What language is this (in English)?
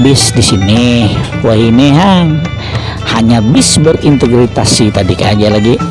Banjar